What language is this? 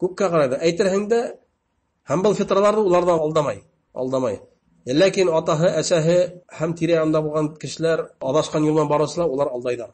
Bashkir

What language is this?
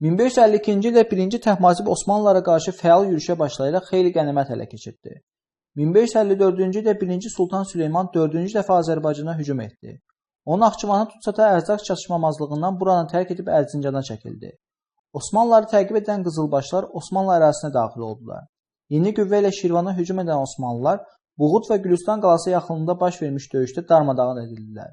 Azerbaijani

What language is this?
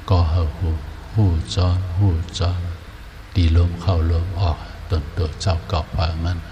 Shan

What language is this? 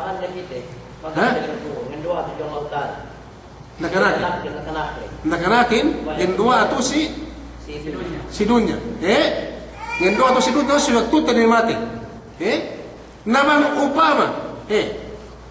Yakan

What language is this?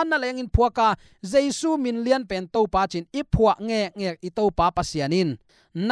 Tedim Chin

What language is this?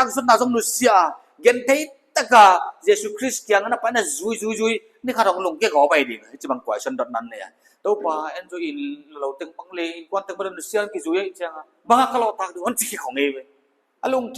Paite Chin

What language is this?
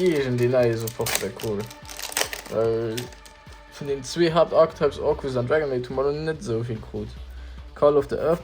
Luxembourgish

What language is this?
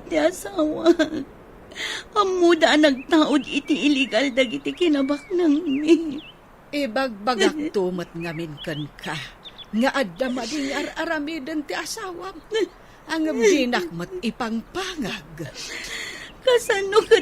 Iloko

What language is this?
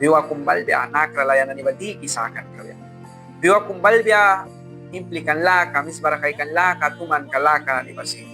Mískito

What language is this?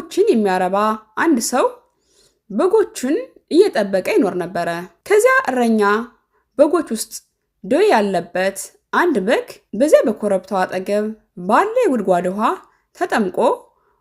Amharic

